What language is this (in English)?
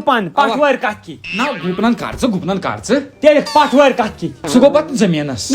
Kashmiri